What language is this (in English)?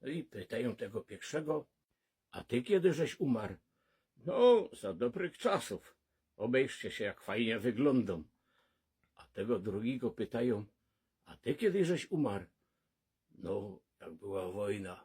Silesian